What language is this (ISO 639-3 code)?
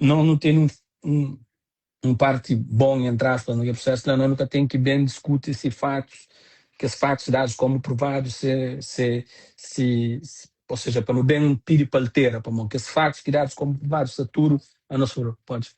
kea